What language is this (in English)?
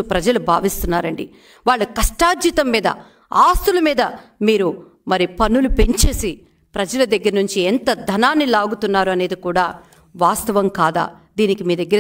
Telugu